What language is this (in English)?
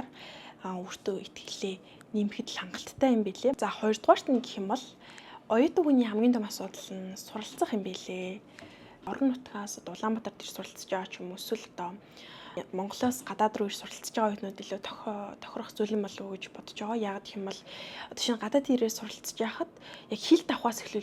Mongolian